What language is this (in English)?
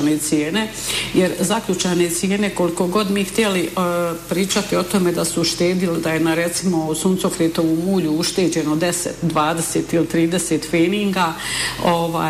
Bosnian